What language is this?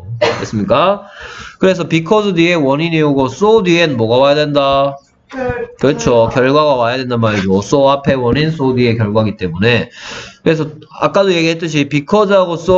Korean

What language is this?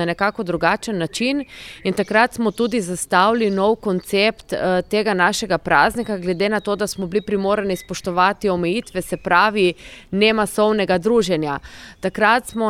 Slovenian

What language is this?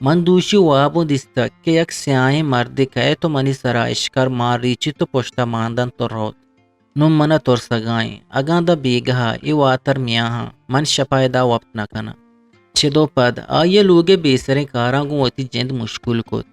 Eastern Balochi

